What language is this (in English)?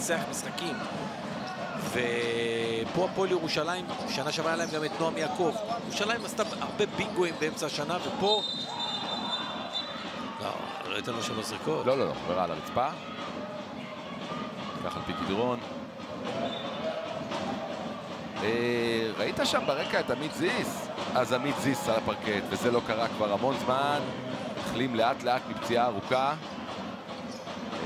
Hebrew